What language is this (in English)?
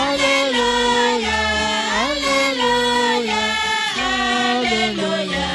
Kekchí